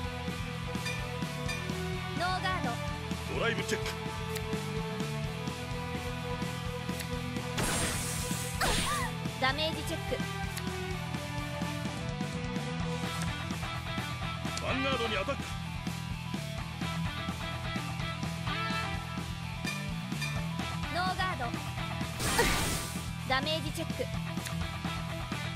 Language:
Japanese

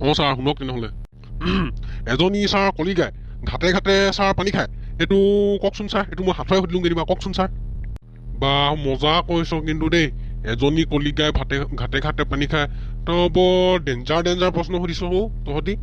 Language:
Assamese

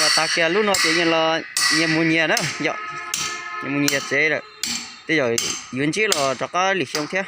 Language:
Hmong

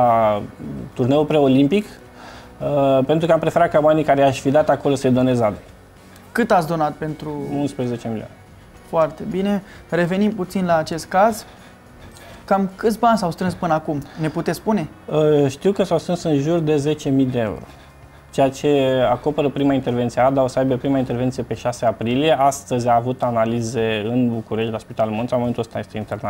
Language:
Romanian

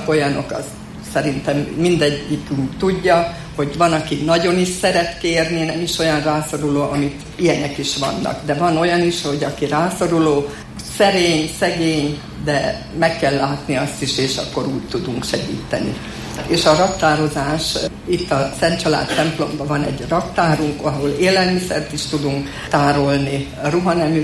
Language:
Hungarian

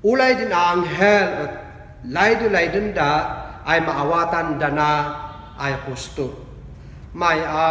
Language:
Kankanaey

